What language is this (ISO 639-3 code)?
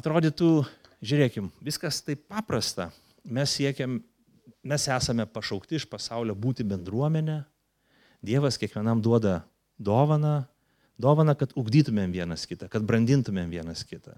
lit